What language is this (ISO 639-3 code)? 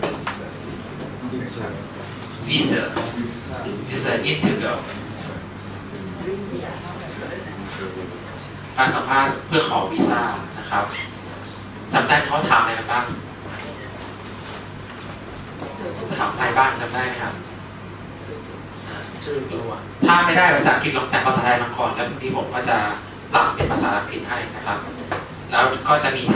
tha